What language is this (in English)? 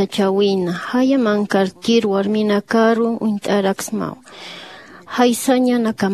Aymara